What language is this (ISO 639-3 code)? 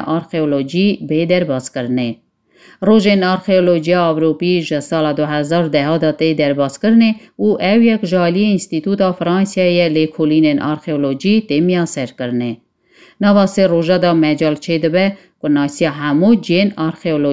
kur